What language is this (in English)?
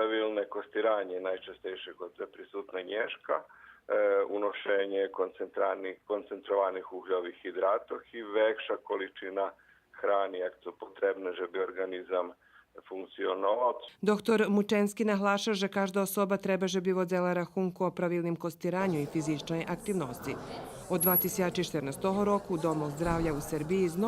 Rusyn